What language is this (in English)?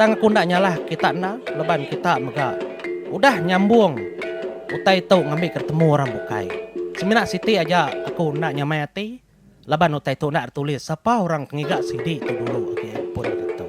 Iban